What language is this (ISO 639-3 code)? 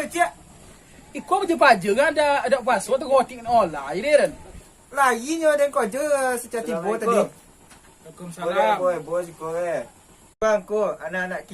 min